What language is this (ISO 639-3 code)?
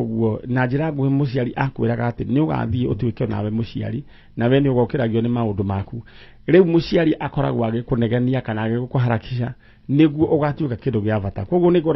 kik